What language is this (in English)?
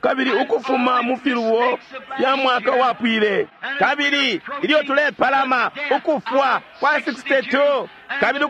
Bemba